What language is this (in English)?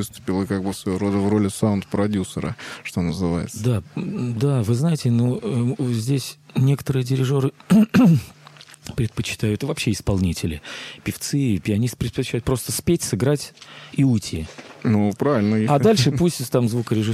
Russian